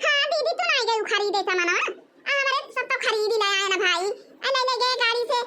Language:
Awadhi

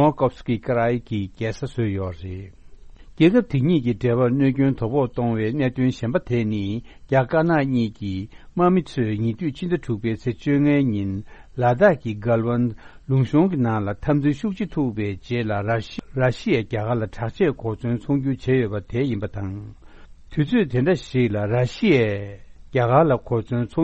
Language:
Tibetan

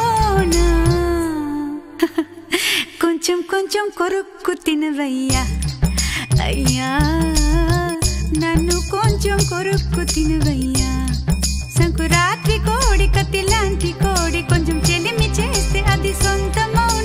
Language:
Telugu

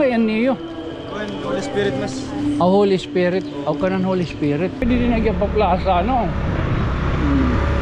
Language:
Waray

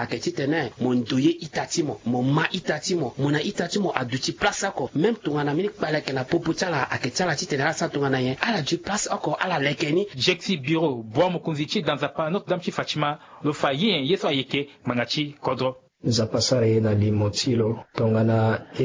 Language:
Sango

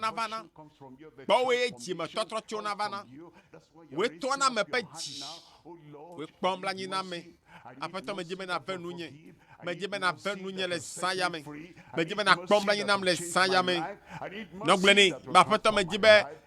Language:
Ewe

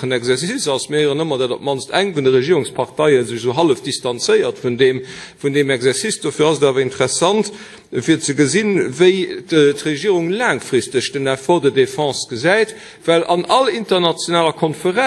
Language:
Luxembourgish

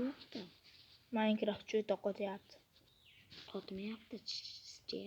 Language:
Uzbek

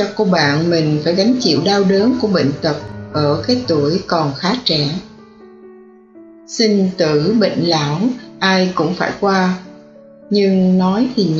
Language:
Vietnamese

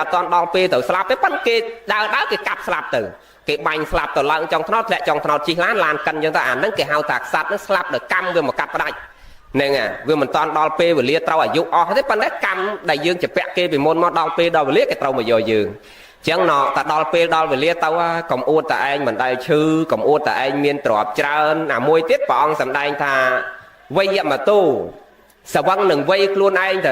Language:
Khmer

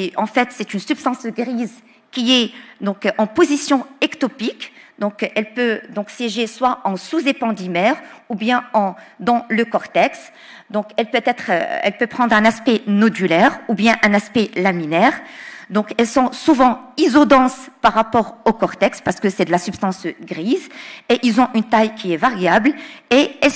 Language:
French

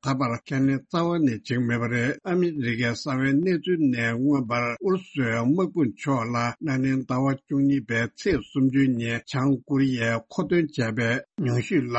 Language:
Tibetan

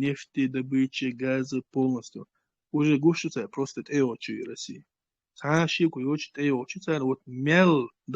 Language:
Chechen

